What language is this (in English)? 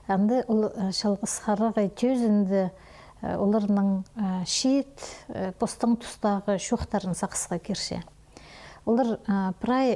Khakas